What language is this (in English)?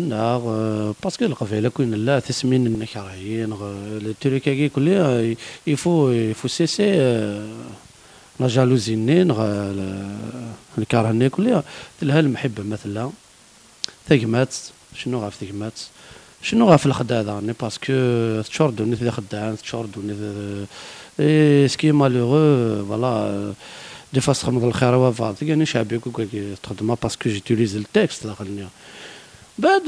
Kabyle